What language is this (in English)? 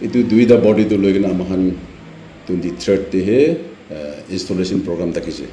Naga Pidgin